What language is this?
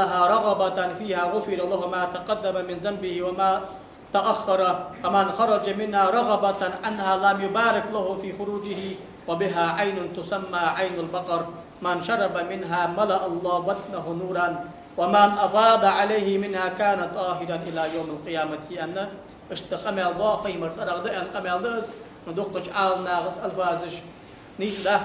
Ingush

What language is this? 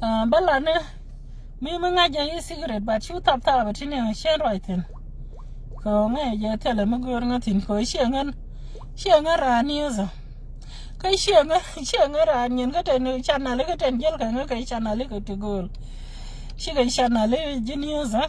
Nuer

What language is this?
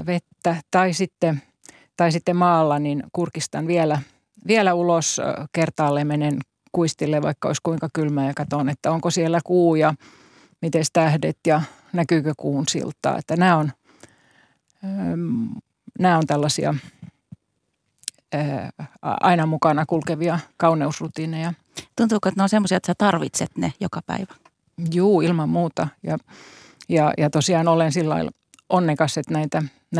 Finnish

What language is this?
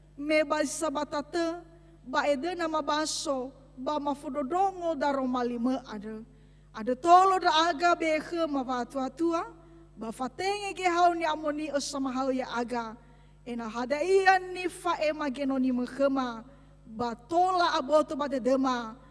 Nias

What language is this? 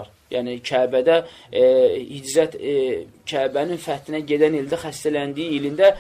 Azerbaijani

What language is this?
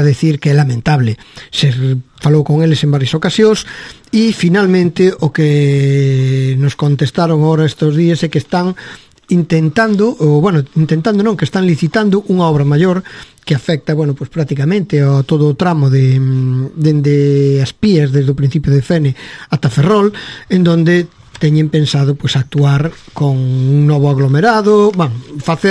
Galician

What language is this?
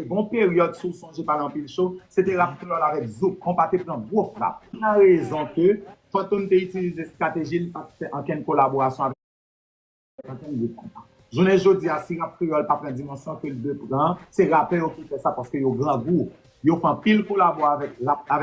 Haitian Creole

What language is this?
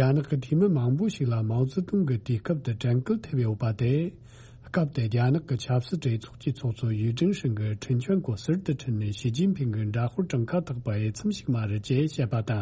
Tibetan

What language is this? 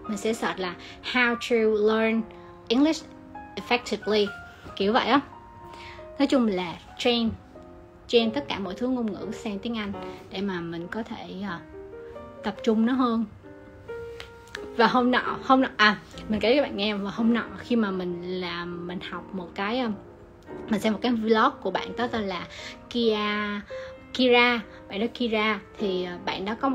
Vietnamese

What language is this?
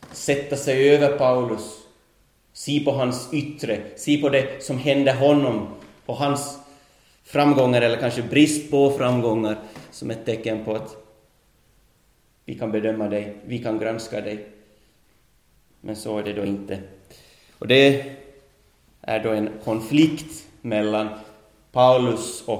Swedish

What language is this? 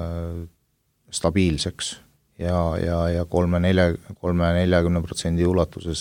Estonian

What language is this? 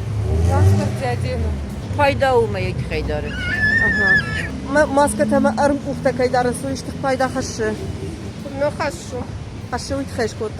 Ossetic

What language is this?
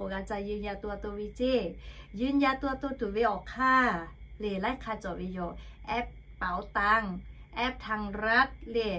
Lahu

